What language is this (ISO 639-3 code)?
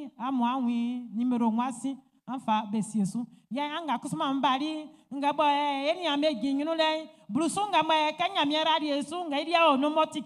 bci